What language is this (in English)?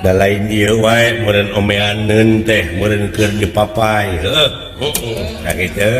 Sundanese